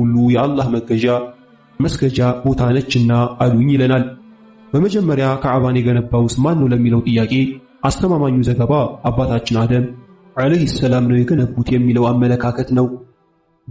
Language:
Amharic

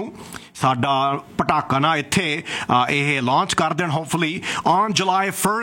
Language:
Punjabi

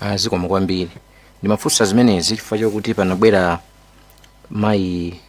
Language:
Nyanja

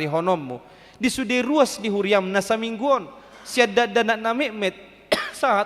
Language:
Batak Toba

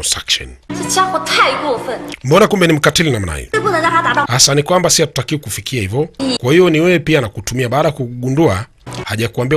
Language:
Swahili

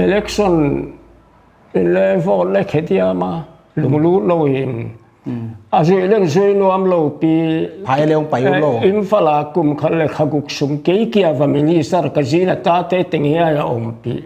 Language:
Paite Chin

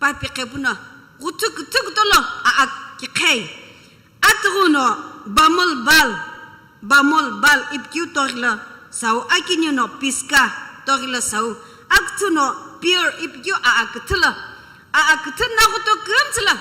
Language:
Sumi Naga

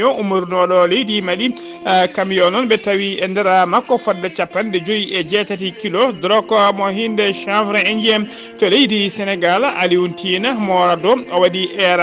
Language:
Fula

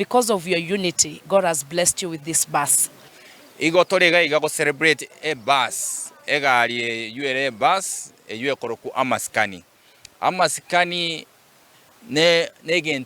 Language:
Gusii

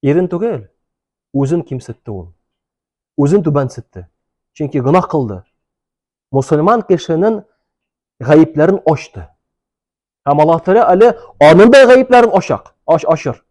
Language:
Tatar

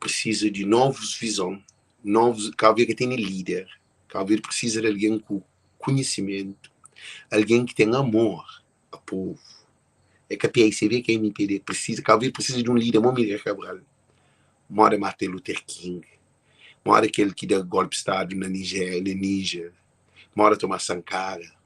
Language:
Kabuverdianu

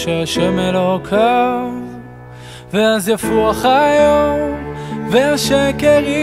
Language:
Hebrew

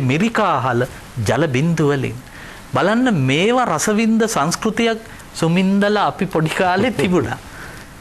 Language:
Sinhala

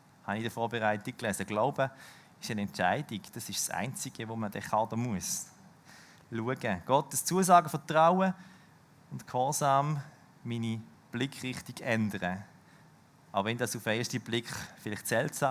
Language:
Swiss German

